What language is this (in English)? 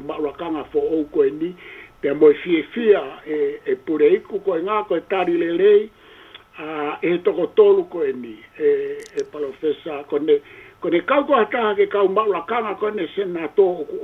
Tongan